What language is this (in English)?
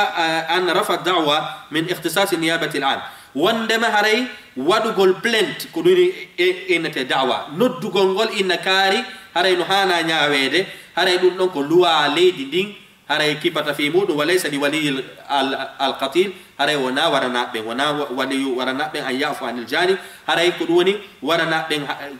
Fula